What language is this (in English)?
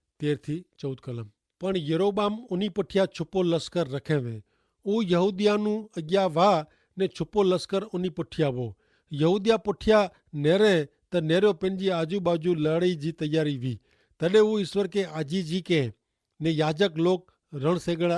Kachhi